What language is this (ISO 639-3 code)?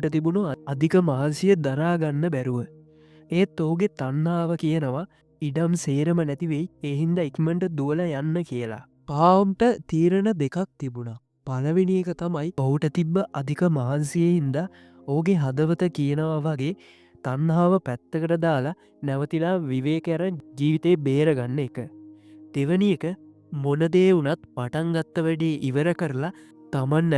sin